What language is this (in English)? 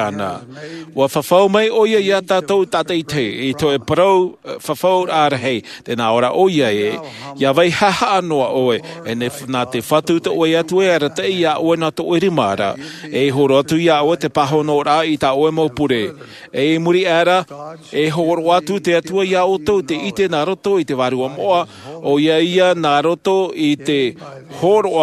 Tahitian